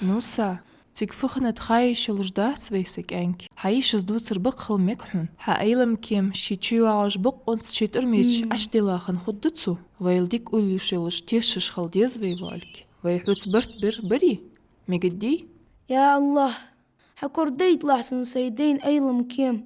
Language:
Ingush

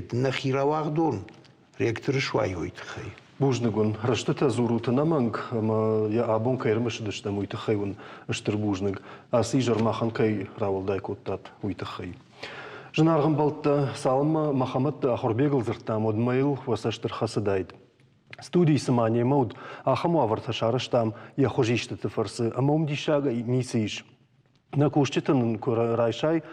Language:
Ossetic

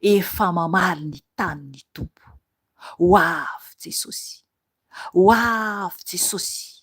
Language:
Malagasy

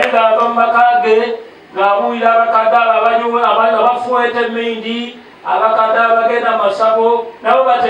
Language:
Nyankole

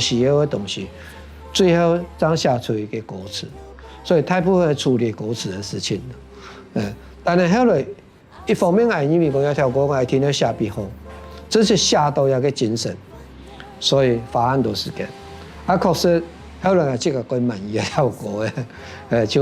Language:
Hakka Chinese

